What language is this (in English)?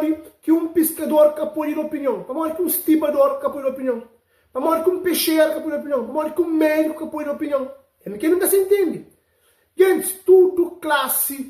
Kabuverdianu